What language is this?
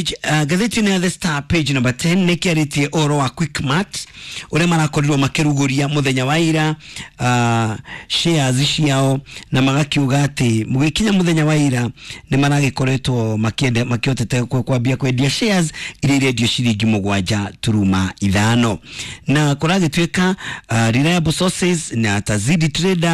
Kikuyu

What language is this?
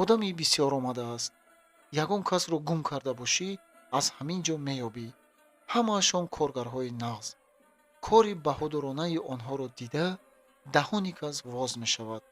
Tajik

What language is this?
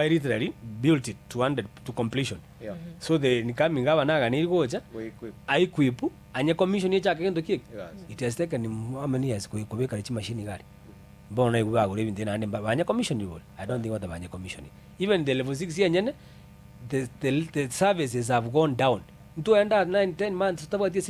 Gusii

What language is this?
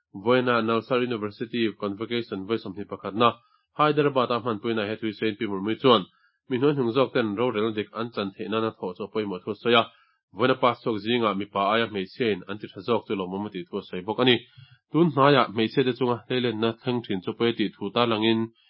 Mizo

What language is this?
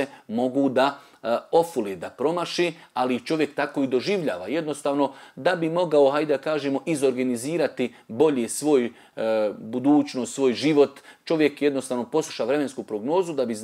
Bosnian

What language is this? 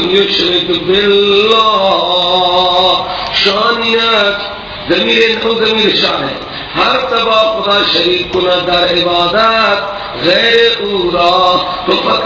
Persian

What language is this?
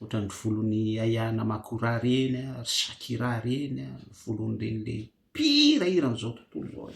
Malagasy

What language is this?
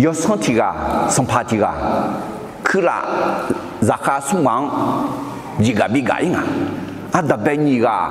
Akha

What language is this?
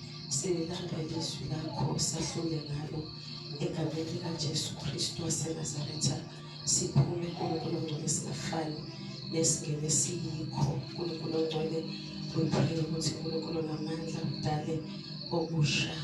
Zulu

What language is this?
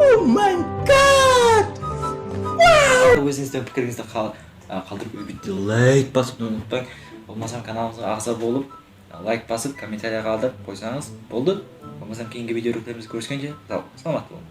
Kara-Kalpak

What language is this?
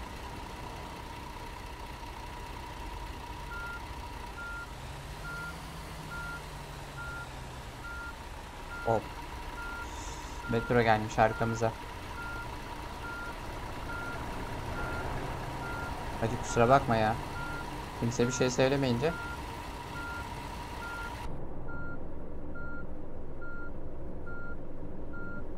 Turkish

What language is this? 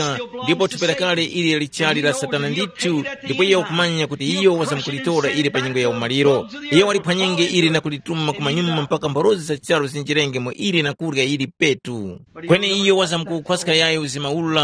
Tumbuka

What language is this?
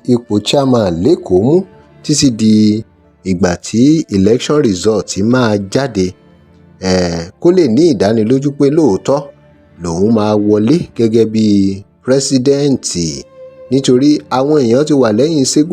Yoruba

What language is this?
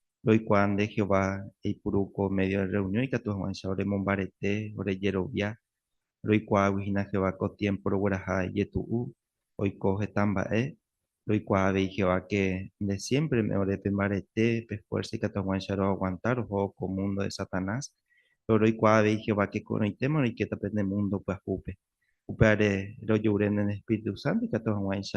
Guarani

